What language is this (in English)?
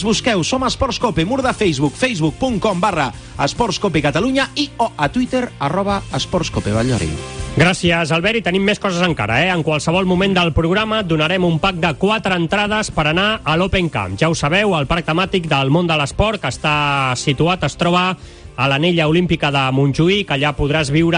Catalan